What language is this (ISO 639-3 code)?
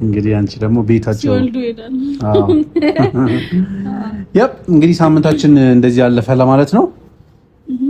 amh